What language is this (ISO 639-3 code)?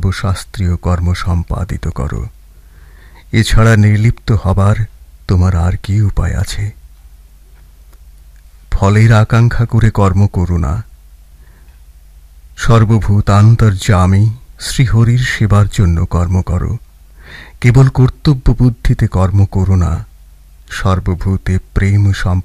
ben